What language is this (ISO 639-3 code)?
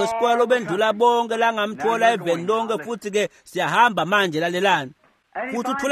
ssw